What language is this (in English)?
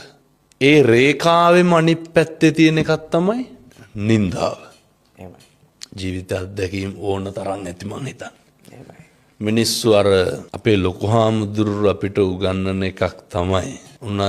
Sinhala